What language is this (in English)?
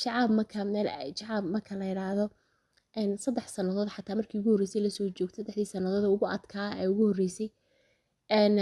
Somali